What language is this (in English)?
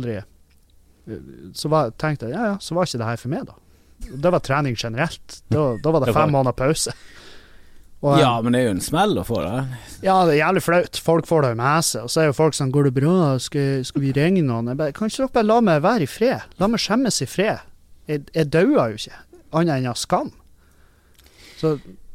Norwegian